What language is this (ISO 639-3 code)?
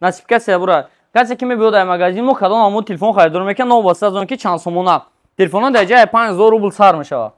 tgk